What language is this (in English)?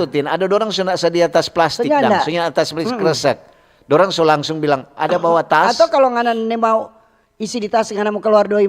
Manado Malay